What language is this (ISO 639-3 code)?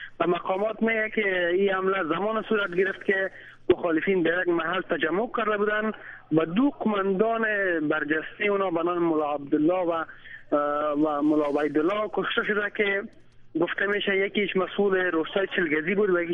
fas